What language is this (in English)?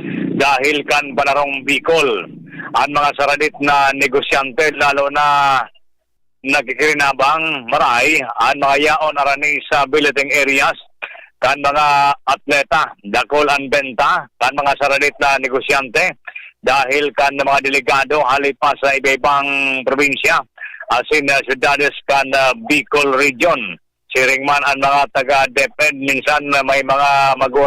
Bikol